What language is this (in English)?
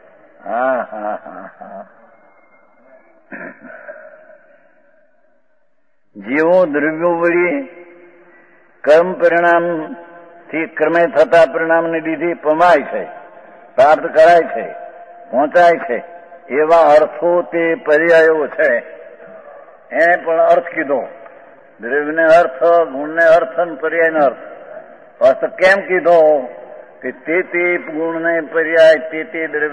Gujarati